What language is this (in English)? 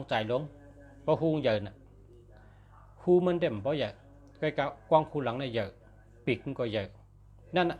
Shan